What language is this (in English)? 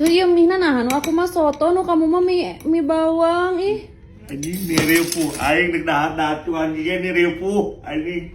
Sundanese